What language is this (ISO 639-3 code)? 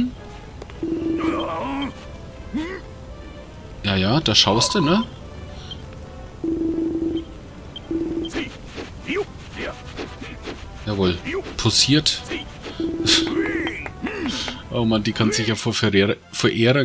deu